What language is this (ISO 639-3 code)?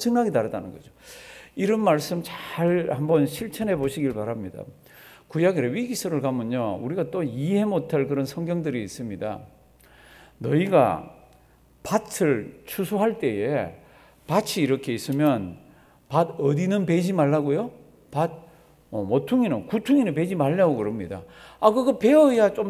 kor